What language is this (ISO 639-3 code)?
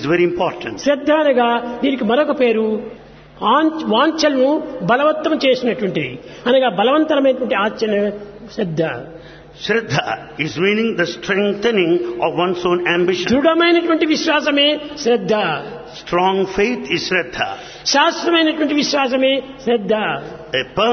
tel